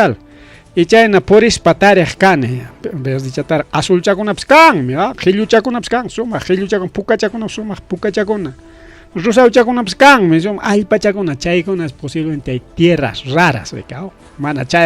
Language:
Ayacucho Quechua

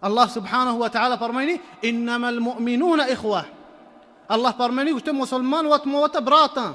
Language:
Baluchi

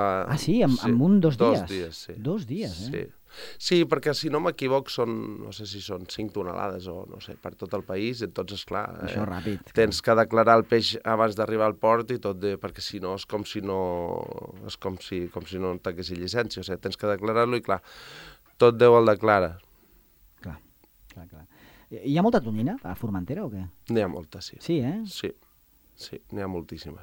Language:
Catalan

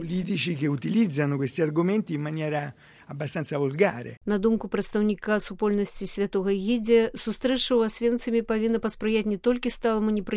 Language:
Belarusian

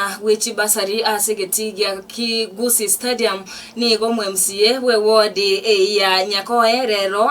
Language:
Gusii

